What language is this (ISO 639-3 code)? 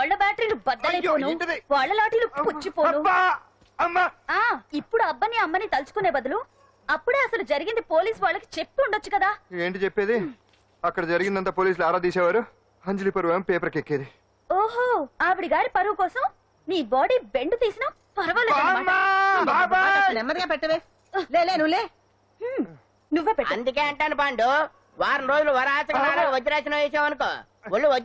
tel